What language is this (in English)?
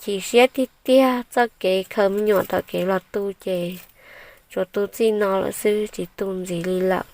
Hmong